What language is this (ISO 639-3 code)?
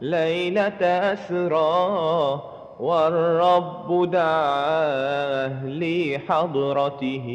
mad